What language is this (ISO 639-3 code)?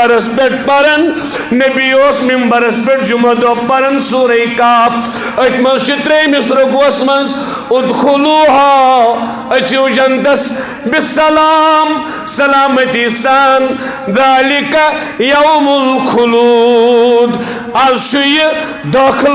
kas